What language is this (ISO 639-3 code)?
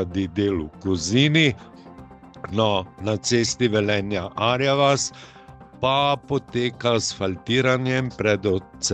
slv